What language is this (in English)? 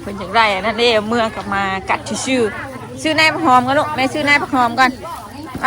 Northeastern Thai